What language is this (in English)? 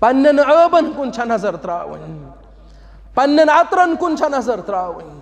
Kashmiri